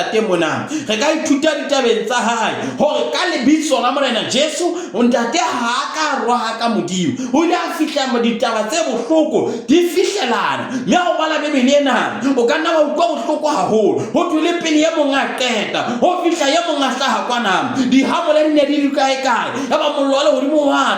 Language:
Southern Sotho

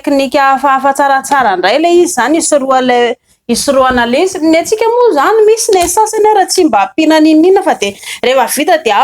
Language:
Malagasy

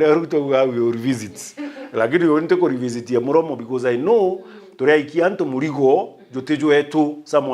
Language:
Meru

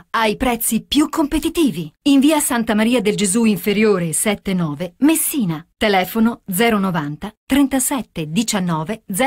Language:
Italian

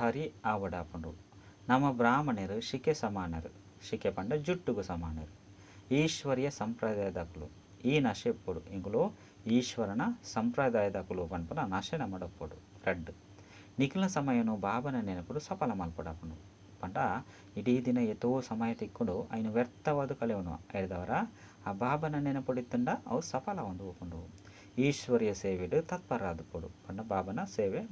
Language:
Tulu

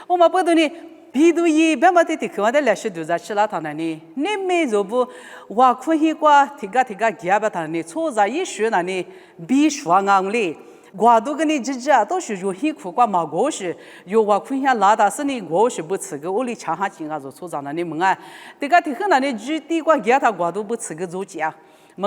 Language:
Lisu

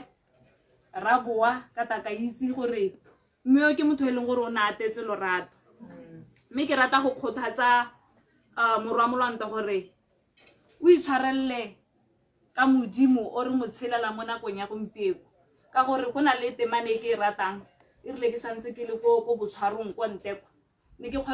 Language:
Tswana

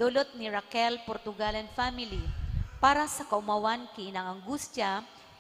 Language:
Bikol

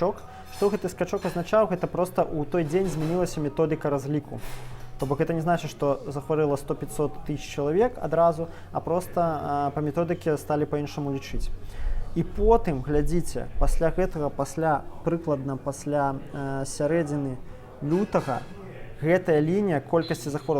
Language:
Belarusian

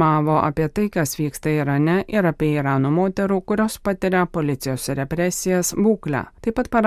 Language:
Lithuanian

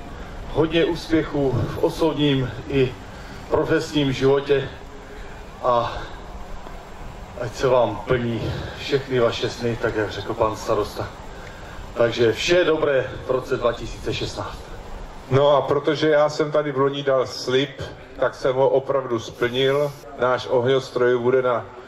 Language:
Czech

